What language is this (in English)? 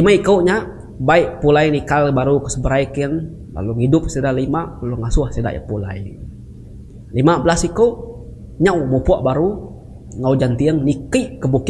Iban